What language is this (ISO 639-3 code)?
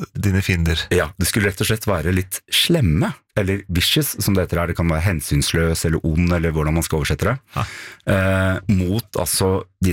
nor